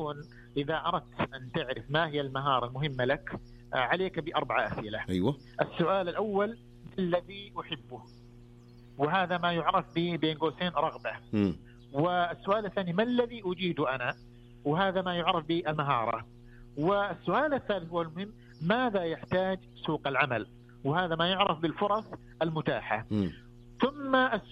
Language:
Najdi Arabic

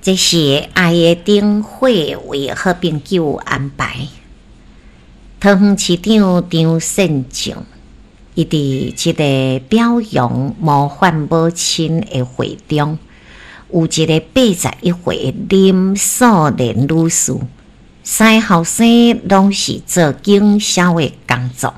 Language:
Min Nan Chinese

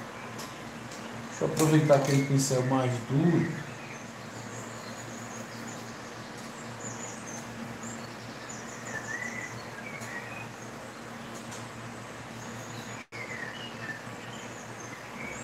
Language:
Portuguese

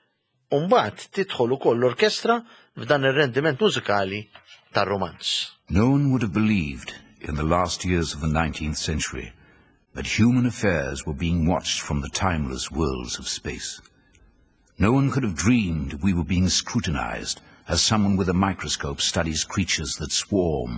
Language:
Maltese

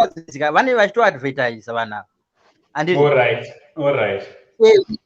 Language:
Shona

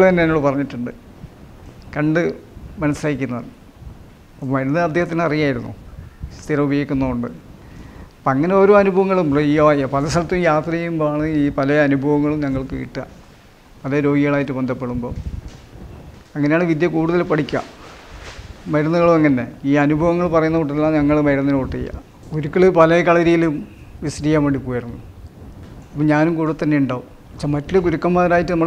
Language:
Malayalam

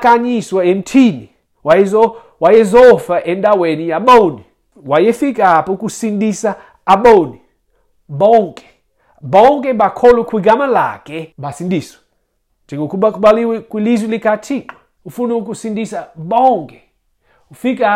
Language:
Xhosa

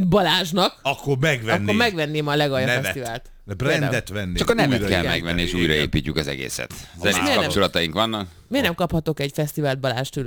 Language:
Hungarian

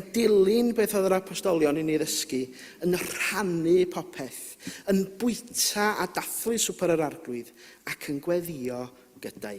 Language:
Welsh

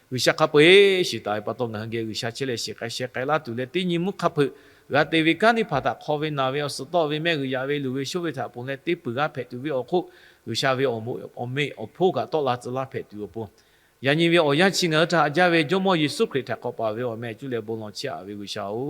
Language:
Lahu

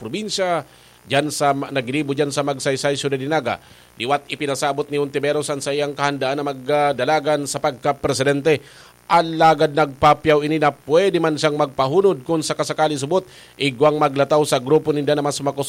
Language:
Bikol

